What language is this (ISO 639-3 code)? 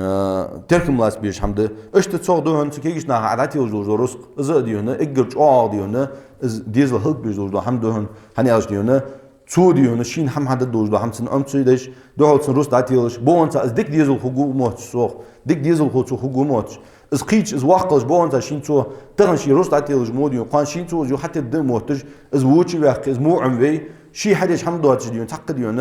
inh